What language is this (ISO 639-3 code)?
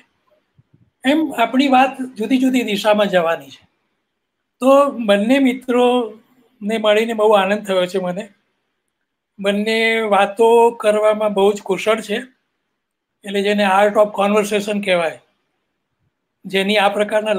guj